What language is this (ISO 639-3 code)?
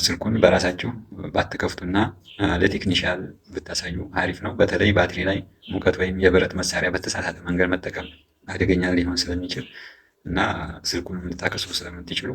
amh